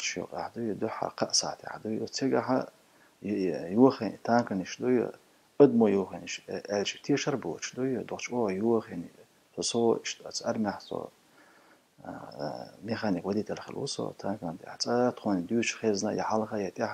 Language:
Chechen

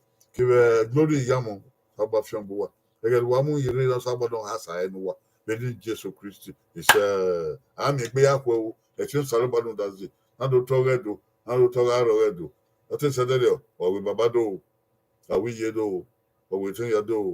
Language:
Bini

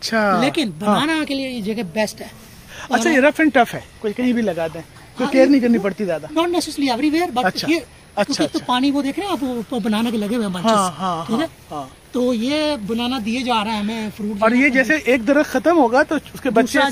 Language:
Hindi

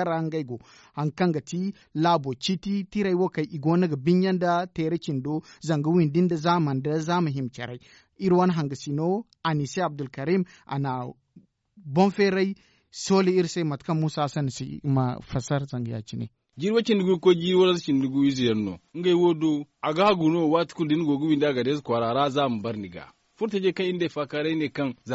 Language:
Zarma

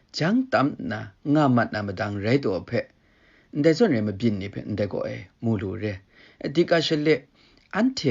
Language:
Kachin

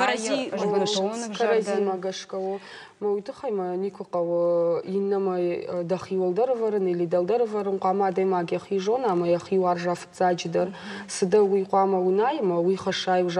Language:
Ossetic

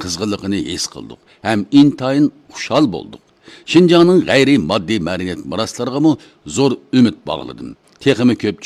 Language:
Uyghur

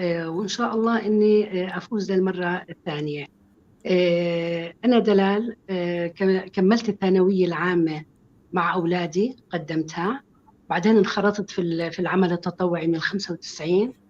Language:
North Levantine Arabic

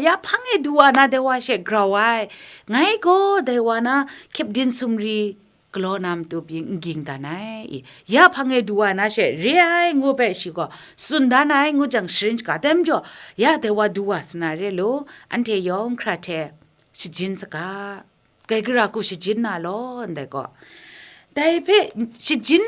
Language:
Kachin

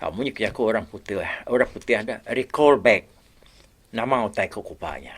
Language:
Iban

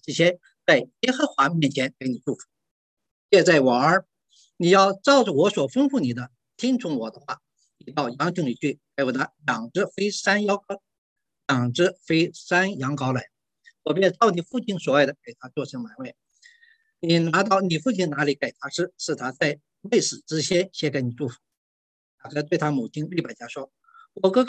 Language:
Chinese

